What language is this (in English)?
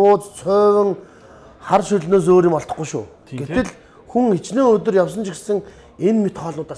Mongolian